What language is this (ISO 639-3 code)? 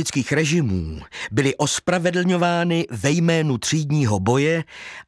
ces